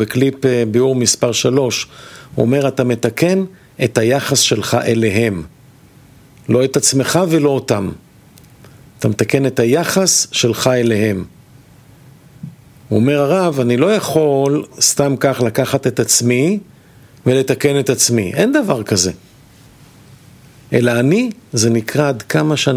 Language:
Hebrew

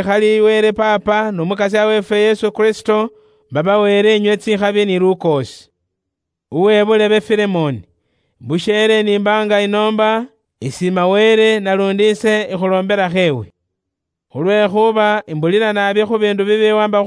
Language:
Luyia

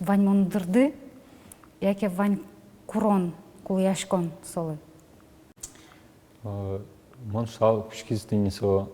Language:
Udmurt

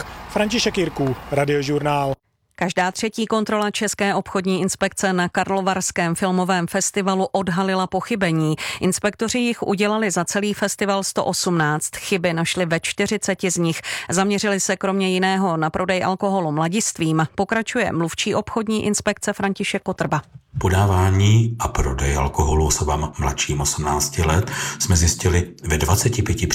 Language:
Czech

